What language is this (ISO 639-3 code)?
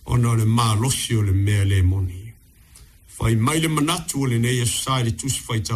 smo